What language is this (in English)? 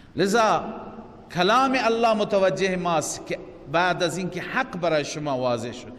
Persian